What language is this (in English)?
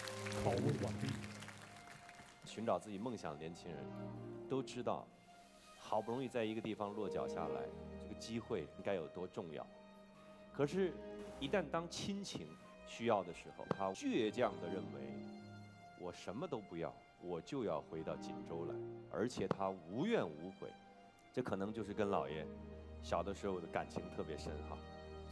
Chinese